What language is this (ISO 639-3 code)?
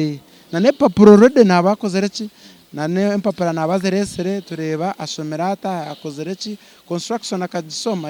nyn